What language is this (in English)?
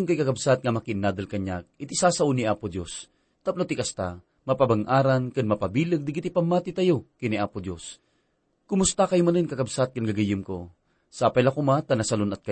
Iloko